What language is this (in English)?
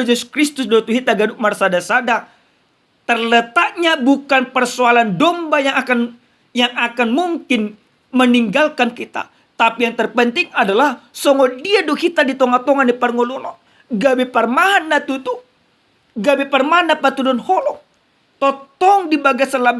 Batak Toba